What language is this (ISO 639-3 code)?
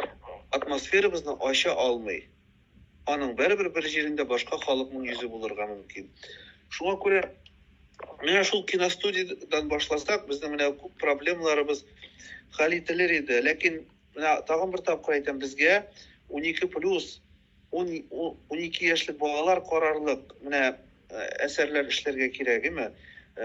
tat